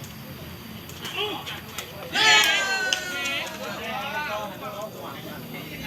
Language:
Lao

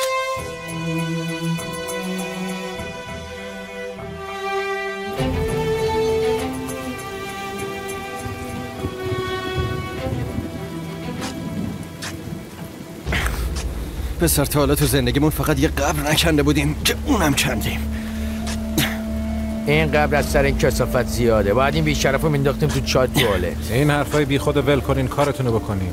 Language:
Persian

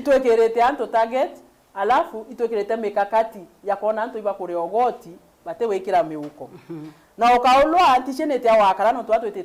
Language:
Meru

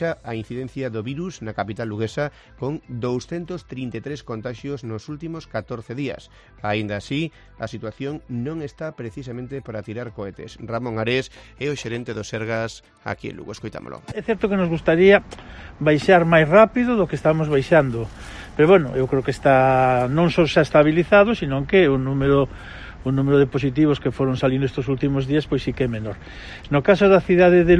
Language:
Galician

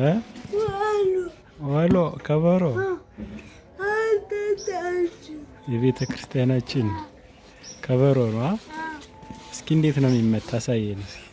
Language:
Amharic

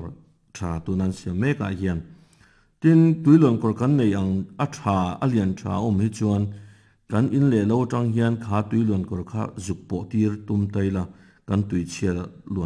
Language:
Mizo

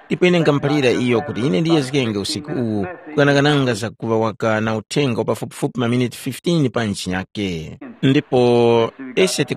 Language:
Tumbuka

